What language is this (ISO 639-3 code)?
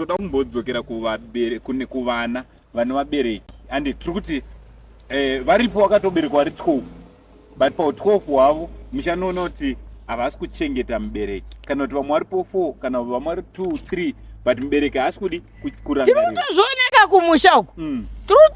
sna